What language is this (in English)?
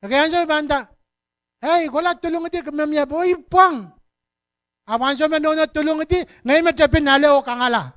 Pohnpeian